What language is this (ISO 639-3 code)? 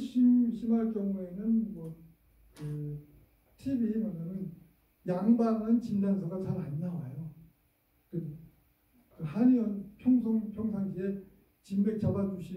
kor